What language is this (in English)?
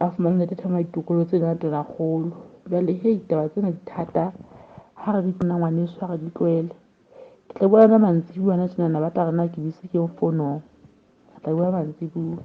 Southern Sotho